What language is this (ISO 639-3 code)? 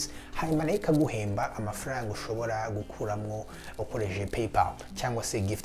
kin